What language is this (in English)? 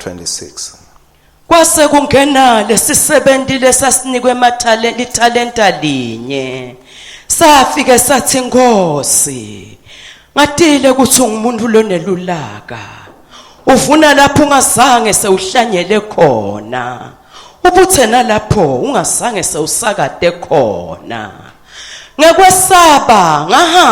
Swati